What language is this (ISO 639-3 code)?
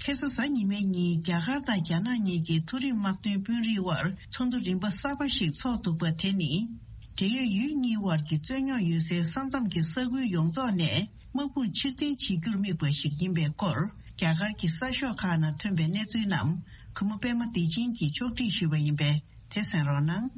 bod